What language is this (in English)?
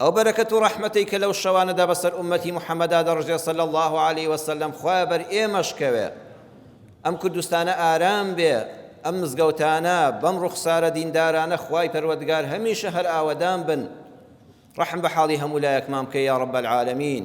Central Kurdish